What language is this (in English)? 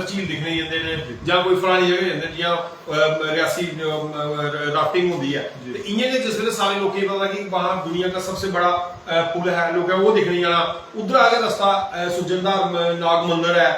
Dogri